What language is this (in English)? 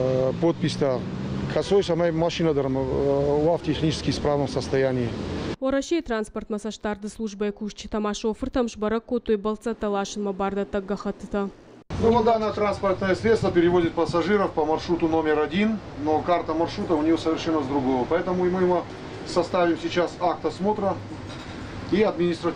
Ossetic